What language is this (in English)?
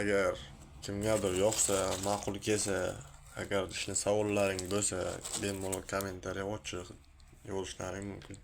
Uzbek